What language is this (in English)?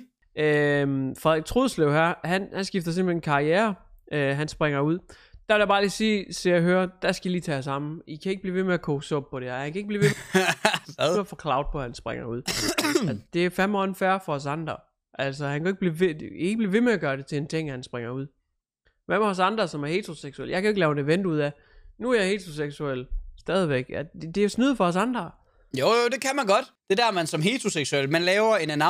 Danish